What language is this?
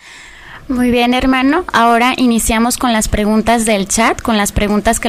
Spanish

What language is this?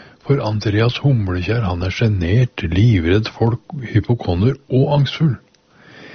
Norwegian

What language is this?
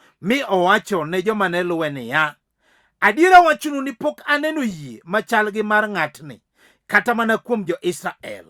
Luo (Kenya and Tanzania)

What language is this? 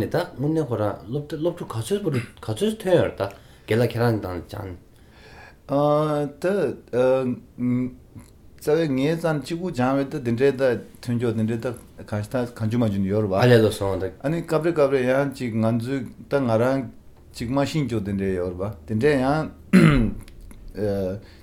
Tibetan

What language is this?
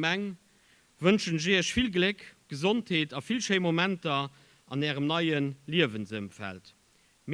Luxembourgish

